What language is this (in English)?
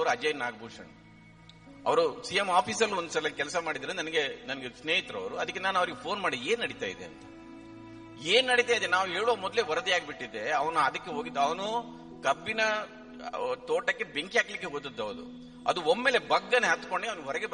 Kannada